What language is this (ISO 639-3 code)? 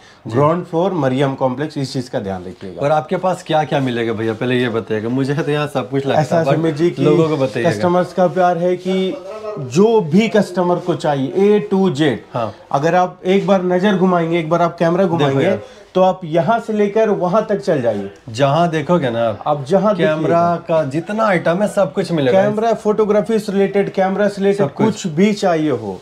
hin